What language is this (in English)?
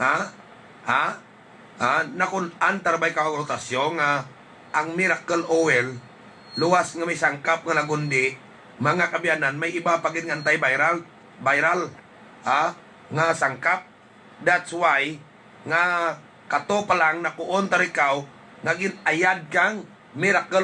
Hiligaynon